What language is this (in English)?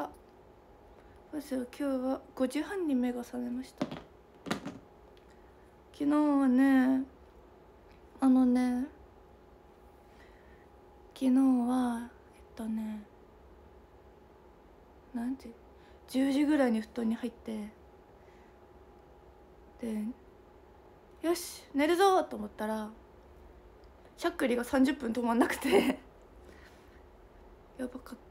Japanese